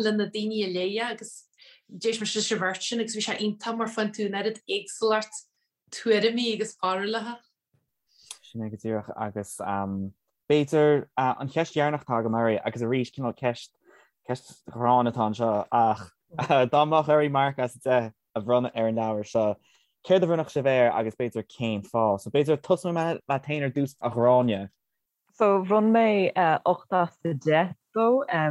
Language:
Irish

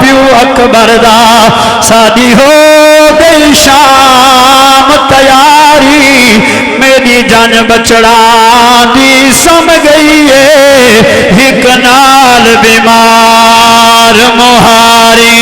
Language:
Saraiki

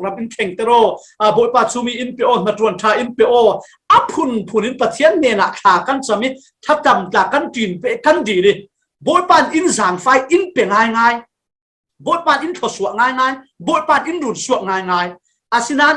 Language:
Falam Chin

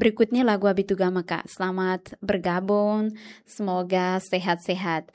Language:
Tetum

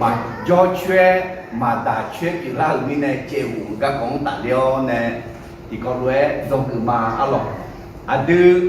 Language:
Akha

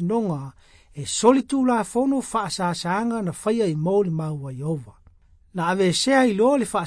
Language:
Samoan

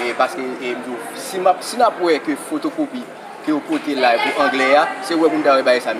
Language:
Haitian Creole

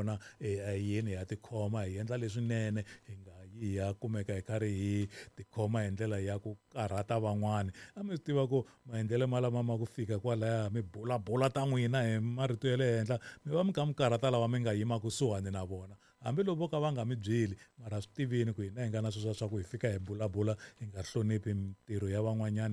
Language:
Tsonga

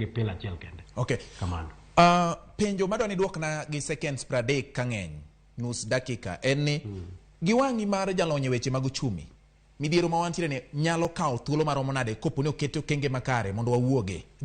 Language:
Luo (Kenya and Tanzania)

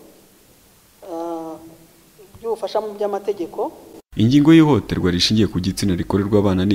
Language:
Kinyarwanda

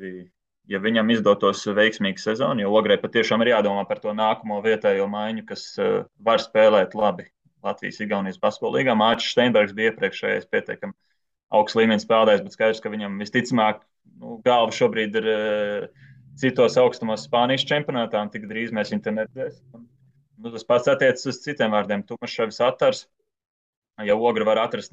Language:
Latvian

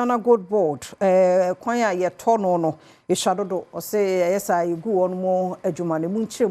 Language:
Akan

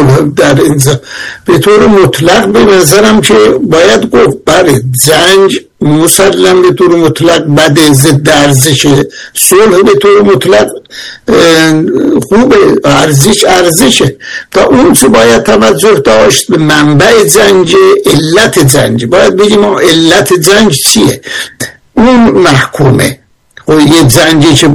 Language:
Persian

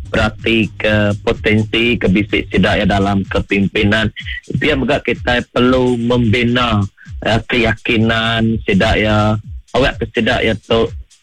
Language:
Iban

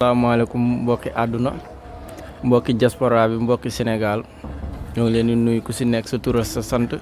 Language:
Wolof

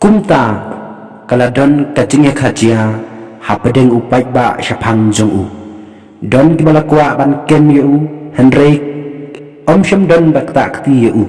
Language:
Khasi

